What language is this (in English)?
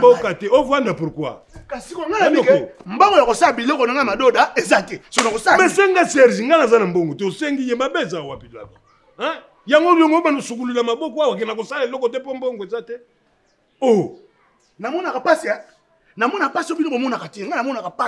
Lingala